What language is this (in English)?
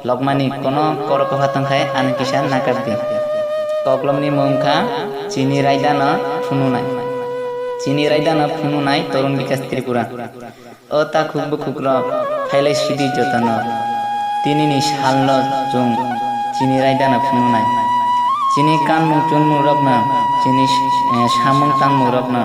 Kok Borok